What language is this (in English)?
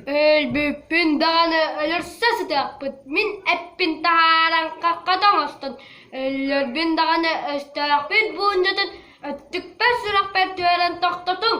Yakut